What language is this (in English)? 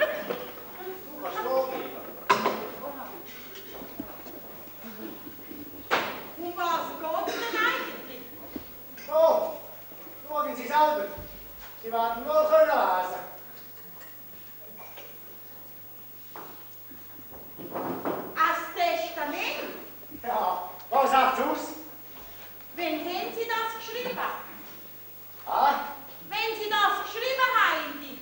German